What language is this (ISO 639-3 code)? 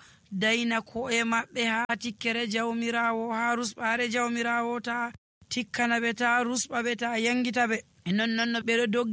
fuv